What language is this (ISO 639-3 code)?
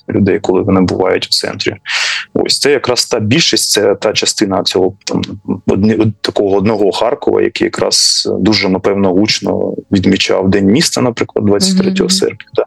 ukr